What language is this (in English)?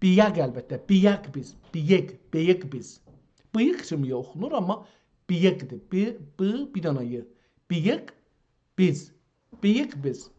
South Azerbaijani